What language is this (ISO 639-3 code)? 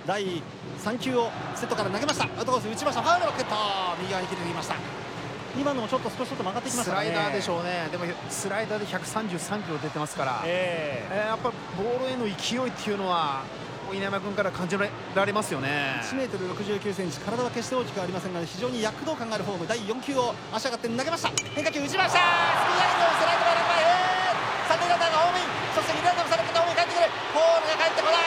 jpn